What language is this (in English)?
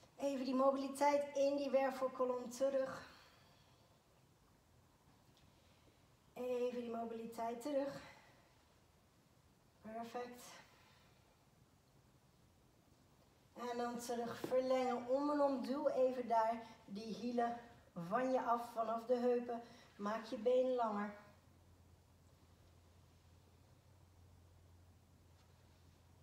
Dutch